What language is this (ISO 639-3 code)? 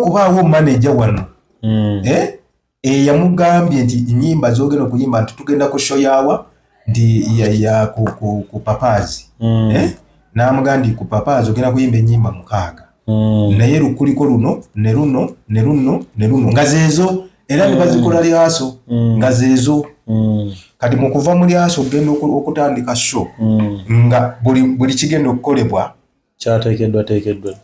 lug